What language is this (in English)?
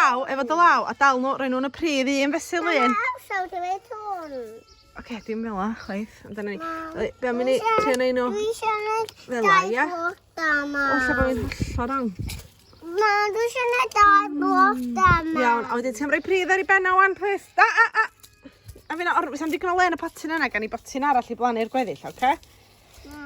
Welsh